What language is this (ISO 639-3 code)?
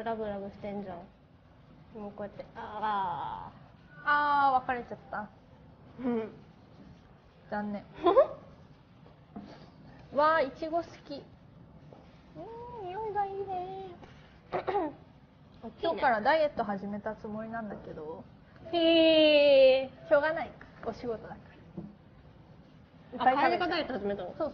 jpn